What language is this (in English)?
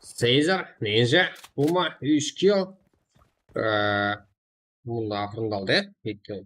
Kara-Kalpak